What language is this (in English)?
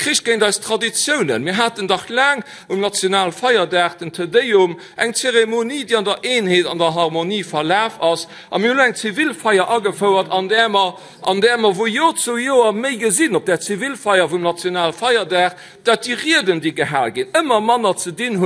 Luxembourgish